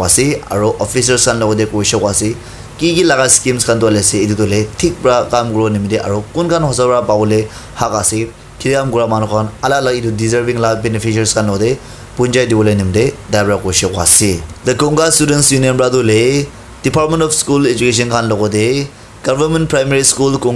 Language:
Naga Pidgin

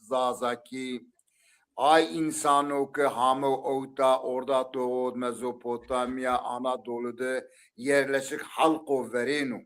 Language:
Zaza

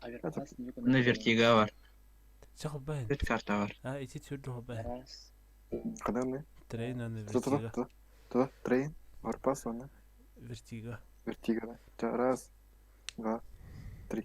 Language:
Yakut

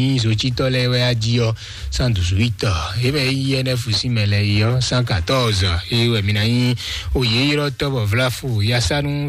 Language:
Fon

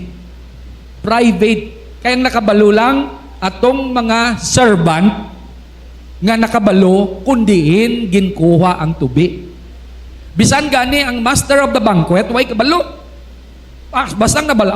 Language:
Hiligaynon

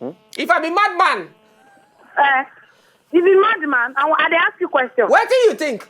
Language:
Nigerian Pidgin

